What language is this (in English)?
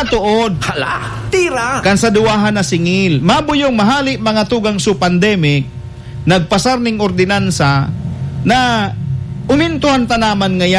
Bikol